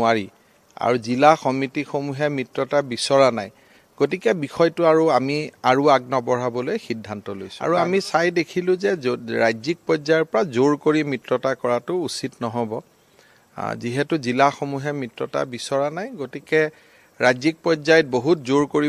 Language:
Assamese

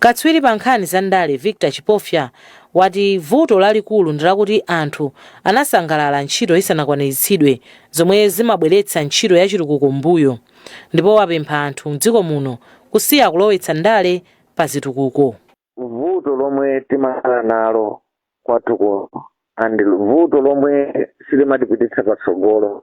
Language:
Nyanja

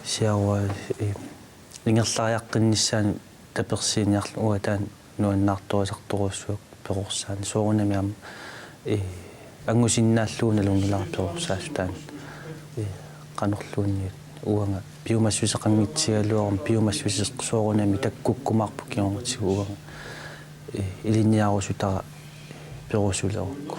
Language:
Kalaallisut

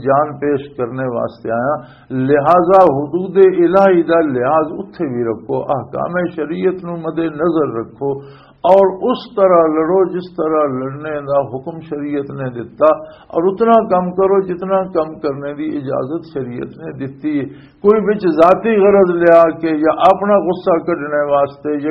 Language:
Western Panjabi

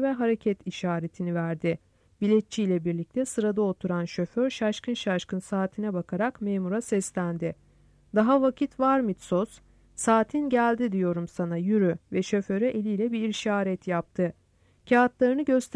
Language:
Turkish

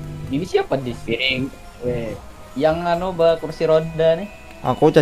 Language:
Banjar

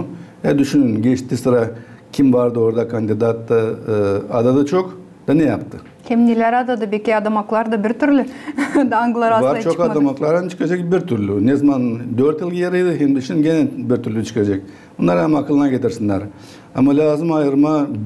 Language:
Gagauz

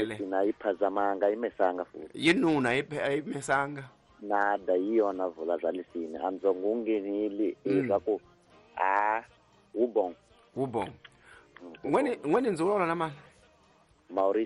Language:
Tsonga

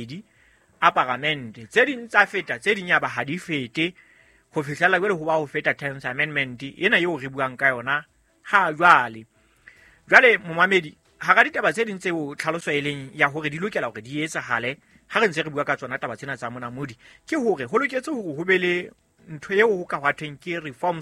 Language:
Southern Sotho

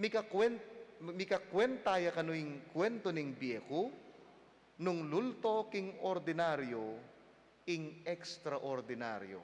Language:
Pampanga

